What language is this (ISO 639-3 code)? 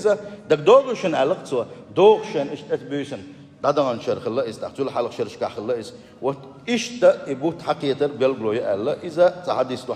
che